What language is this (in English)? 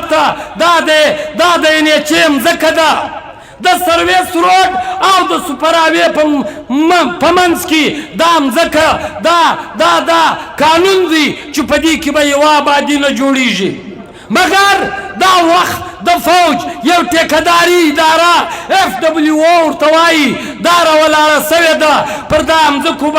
Pashto